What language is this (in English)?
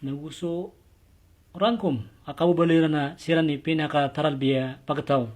Maranao